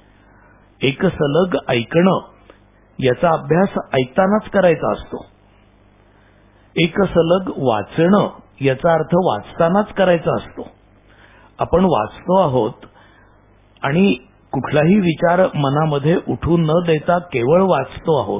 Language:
Marathi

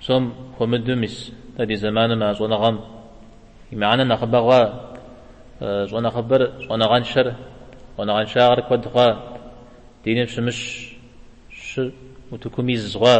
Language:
Kabardian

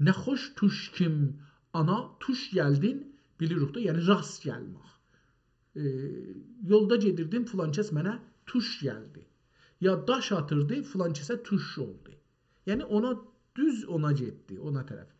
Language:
South Azerbaijani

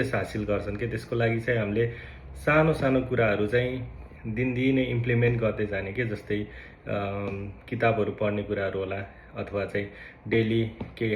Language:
Nepali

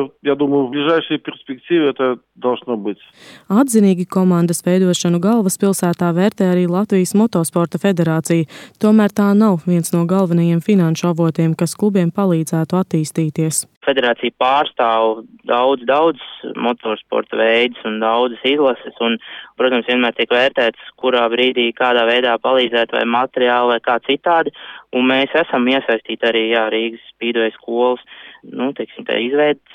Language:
Latvian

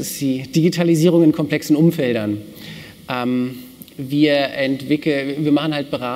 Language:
German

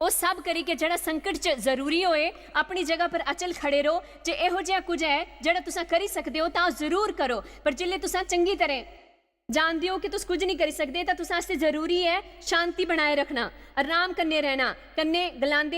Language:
Dogri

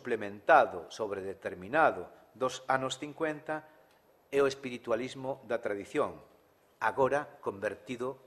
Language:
Galician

